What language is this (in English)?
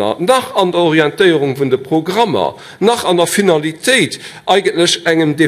Luxembourgish